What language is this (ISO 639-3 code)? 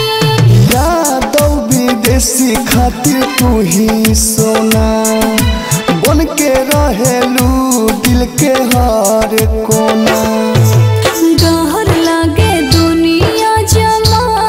bho